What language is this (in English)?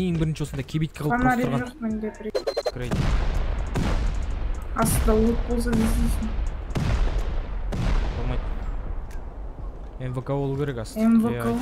Kazakh